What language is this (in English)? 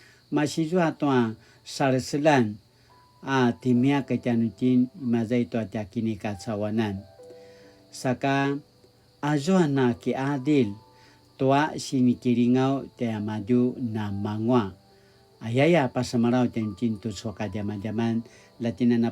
Paiwan